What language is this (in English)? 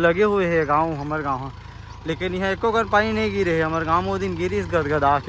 Chhattisgarhi